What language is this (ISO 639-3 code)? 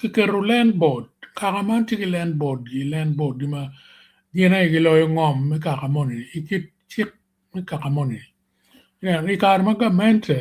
ach